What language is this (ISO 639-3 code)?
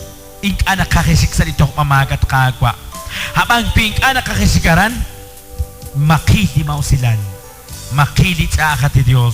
kek